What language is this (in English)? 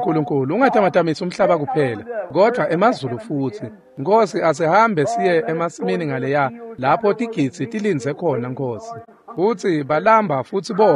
Swati